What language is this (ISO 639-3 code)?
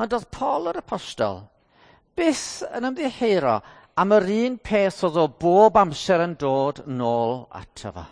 cym